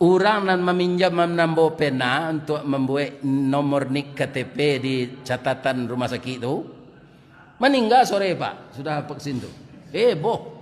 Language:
Minangkabau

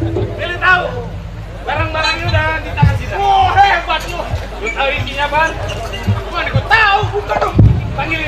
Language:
Betawi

